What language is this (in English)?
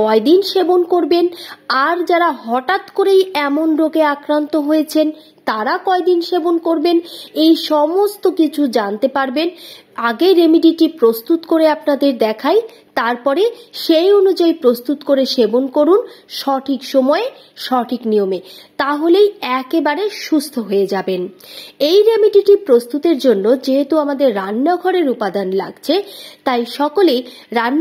Bangla